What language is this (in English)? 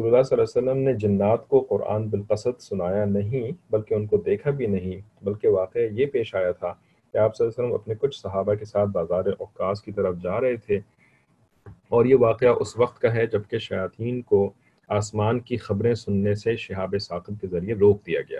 Urdu